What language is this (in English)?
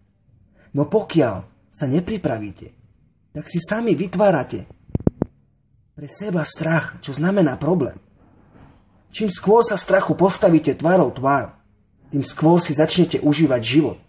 Slovak